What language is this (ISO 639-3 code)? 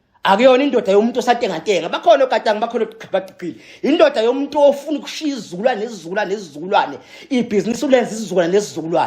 zul